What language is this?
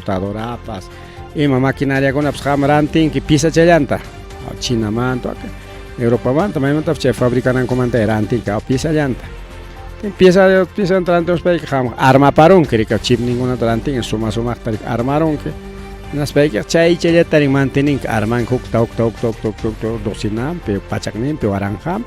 Ayacucho Quechua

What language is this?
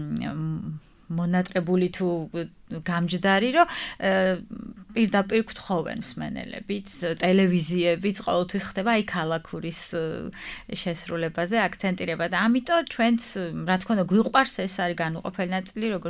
Georgian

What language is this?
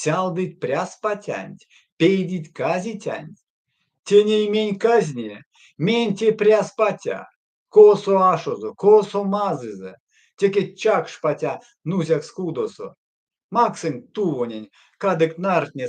Erzya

